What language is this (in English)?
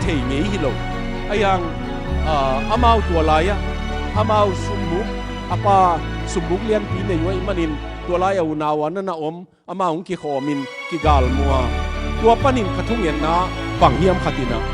Tedim Chin